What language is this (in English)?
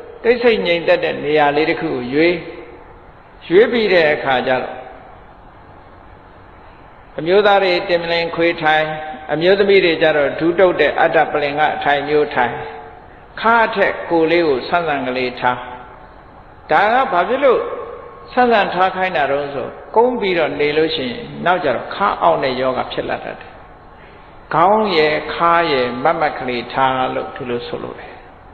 Burmese